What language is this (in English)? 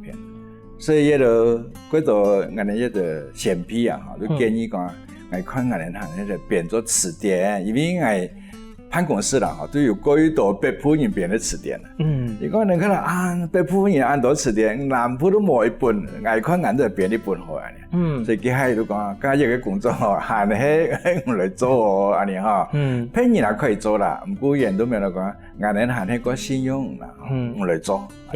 Hakka Chinese